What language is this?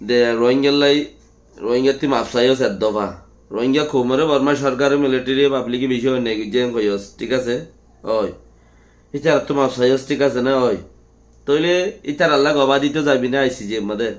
Rohingya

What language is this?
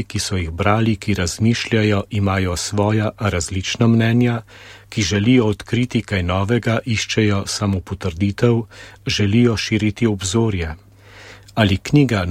Slovenian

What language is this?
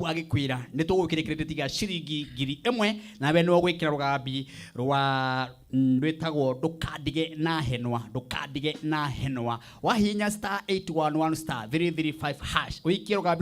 Kikuyu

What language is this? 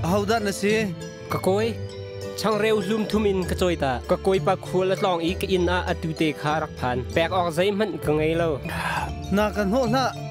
Hakha Chin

